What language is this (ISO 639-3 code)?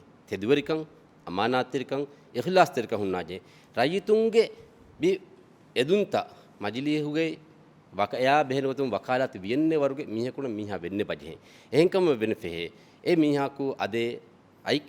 div